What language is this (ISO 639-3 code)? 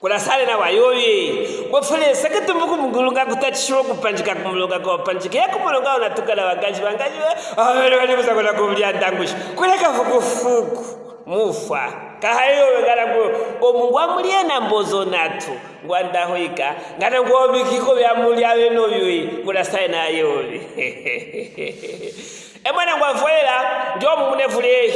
lue